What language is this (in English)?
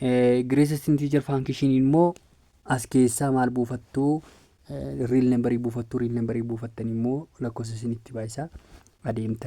Oromo